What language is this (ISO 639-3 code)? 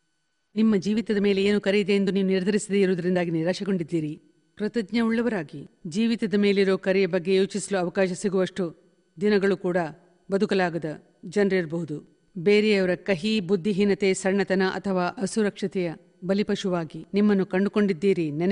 kan